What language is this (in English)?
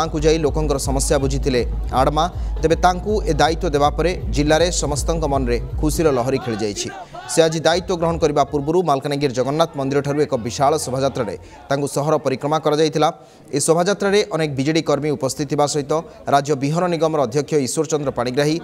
Odia